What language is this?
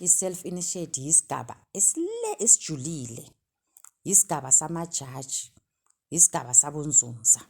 Zulu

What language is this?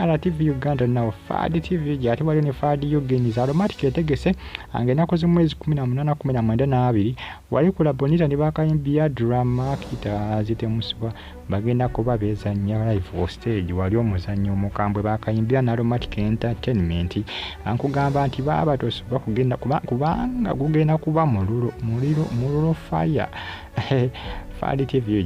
Ganda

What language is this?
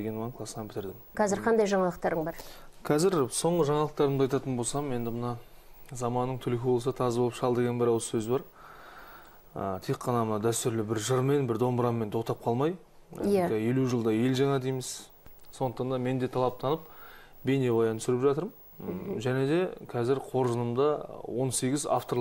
Kazakh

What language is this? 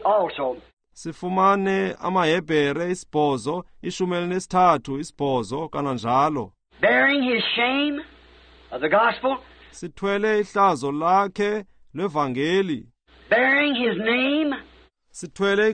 Xhosa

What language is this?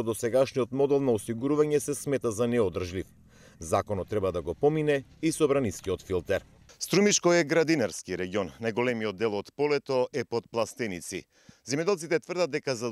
Macedonian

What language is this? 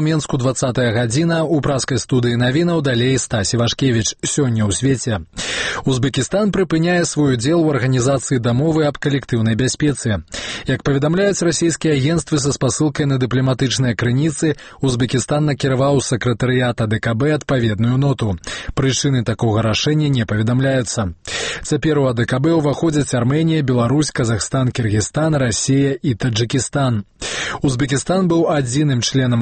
Belarusian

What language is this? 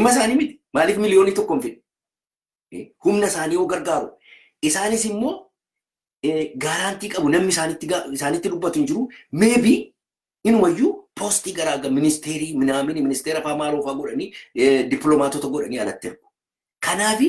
Oromo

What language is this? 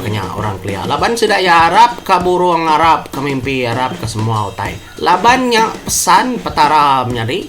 Iban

